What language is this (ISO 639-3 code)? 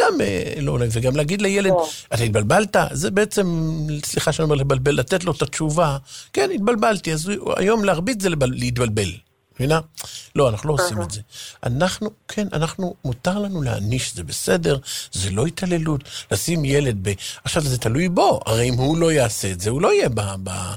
heb